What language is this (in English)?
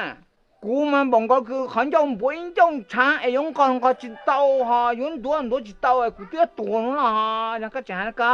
Hmong